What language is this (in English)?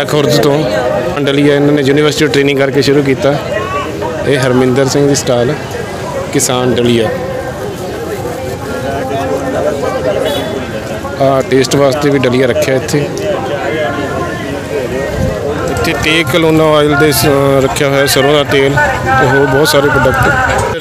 Punjabi